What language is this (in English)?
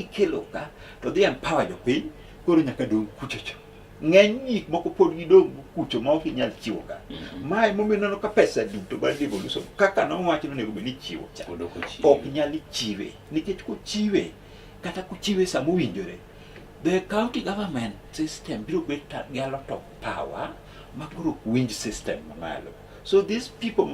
Luo (Kenya and Tanzania)